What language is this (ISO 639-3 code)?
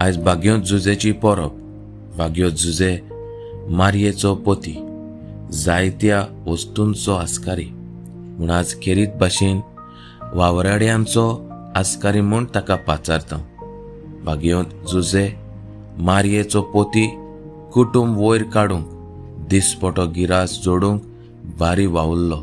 kok